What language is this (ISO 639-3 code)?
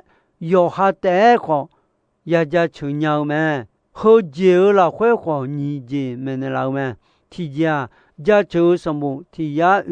ahk